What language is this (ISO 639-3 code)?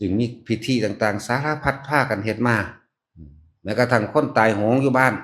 tts